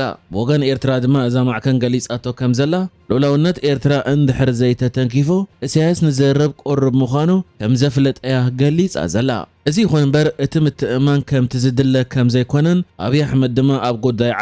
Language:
Tigrinya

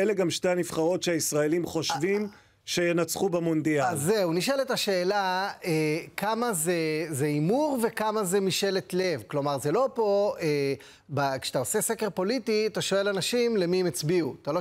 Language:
Hebrew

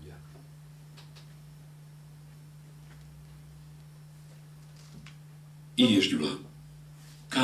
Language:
Hungarian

